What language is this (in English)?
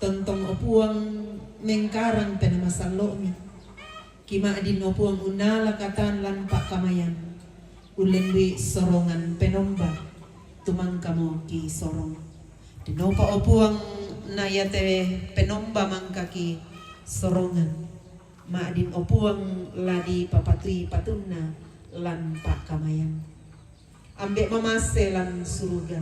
Toraja-Sa'dan